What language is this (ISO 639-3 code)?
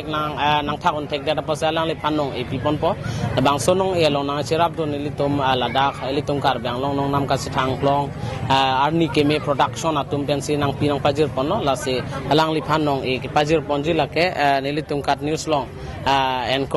mjw